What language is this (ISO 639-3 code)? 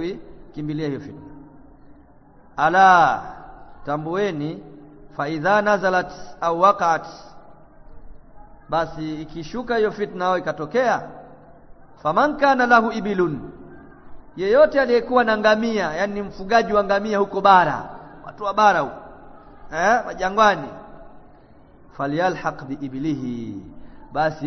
swa